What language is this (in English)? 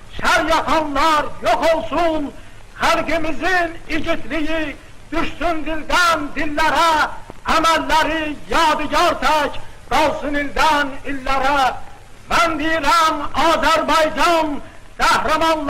South Azerbaijani